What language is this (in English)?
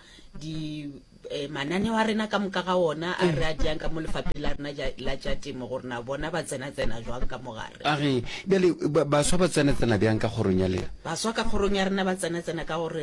Northern Sotho